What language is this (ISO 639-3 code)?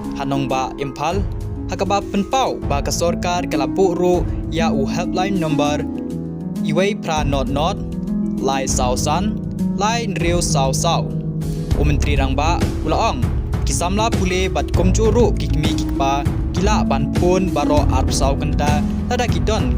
kha